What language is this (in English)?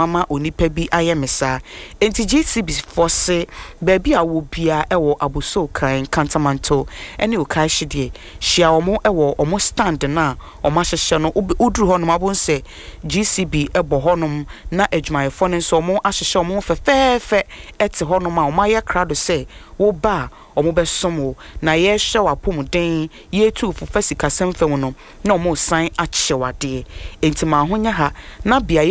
Akan